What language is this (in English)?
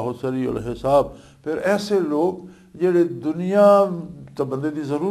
Western Panjabi